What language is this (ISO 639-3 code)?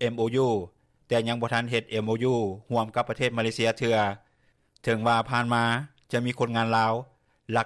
lao